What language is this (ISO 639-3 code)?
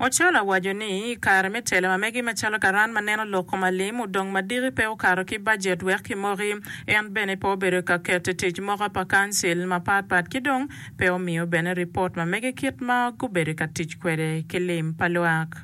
ach